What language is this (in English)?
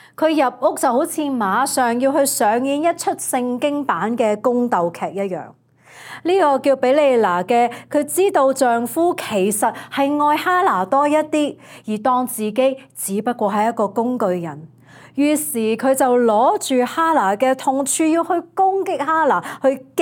Cantonese